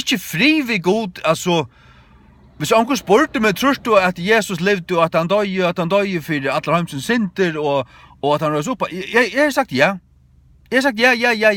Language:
Faroese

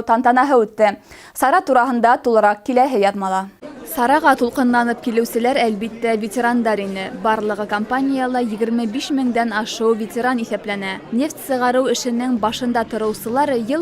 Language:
Bashkir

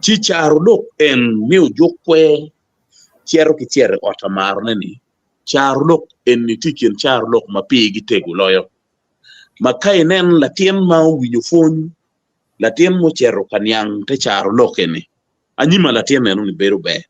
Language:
Acoli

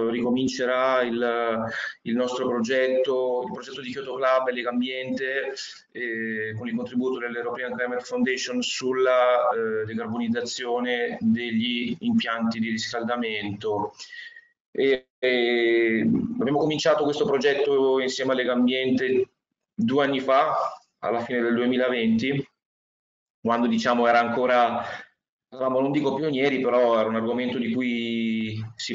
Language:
Italian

